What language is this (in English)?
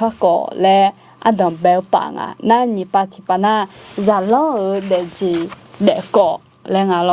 Akha